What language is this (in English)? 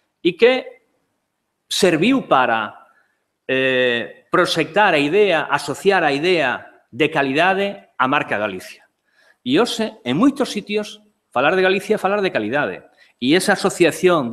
Galician